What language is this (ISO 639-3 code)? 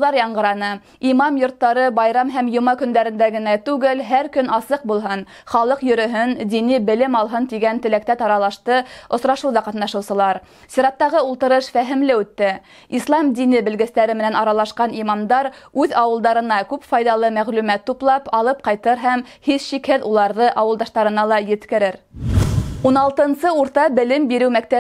bak